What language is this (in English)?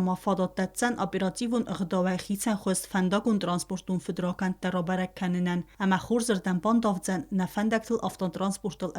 Ossetic